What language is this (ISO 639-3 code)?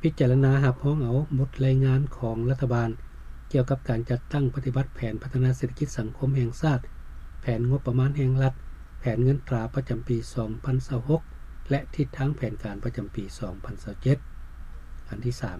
lao